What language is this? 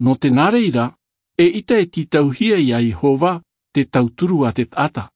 Tahitian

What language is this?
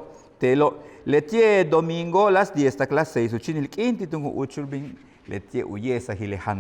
Yucateco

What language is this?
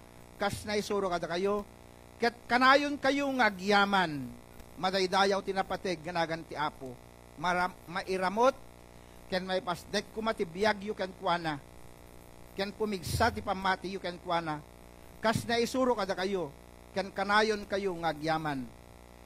Iloko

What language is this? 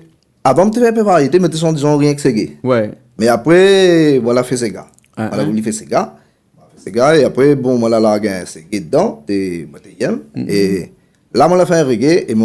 Réunion Creole French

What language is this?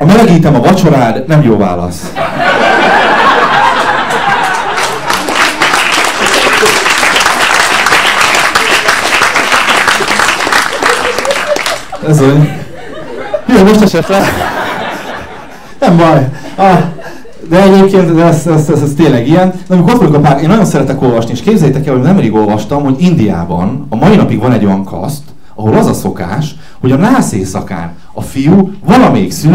Hungarian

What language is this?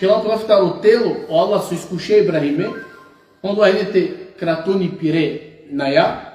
Balkan Romani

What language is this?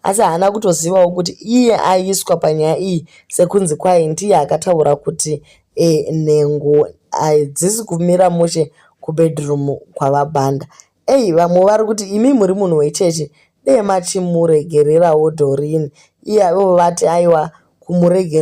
Shona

